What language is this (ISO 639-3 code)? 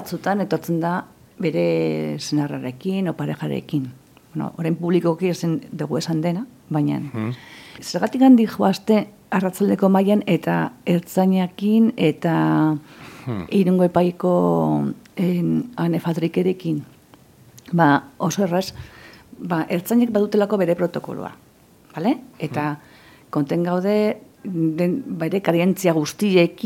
eus